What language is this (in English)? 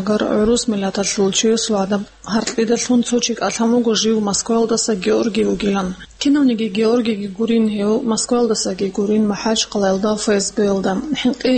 Avaric